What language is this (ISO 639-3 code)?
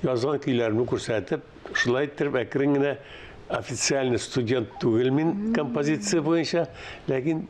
tat